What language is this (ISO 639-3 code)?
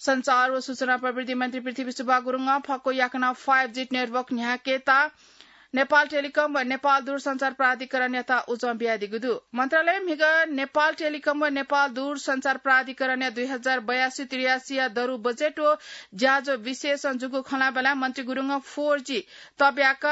new